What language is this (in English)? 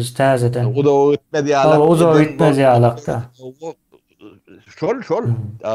Turkmen